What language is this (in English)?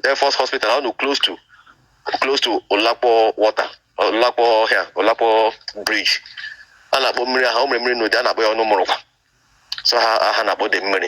Igbo